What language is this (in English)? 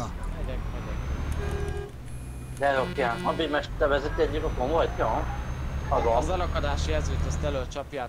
Hungarian